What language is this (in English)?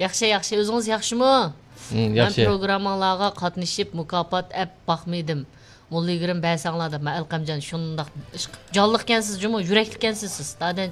Uyghur